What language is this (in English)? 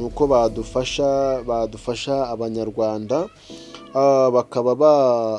Kinyarwanda